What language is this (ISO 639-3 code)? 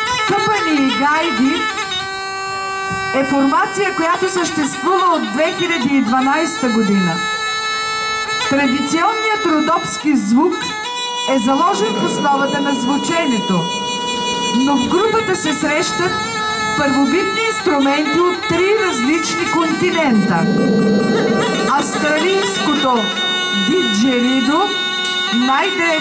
bul